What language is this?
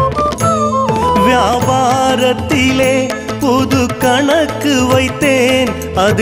Tamil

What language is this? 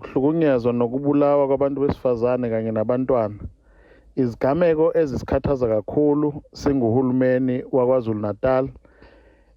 Zulu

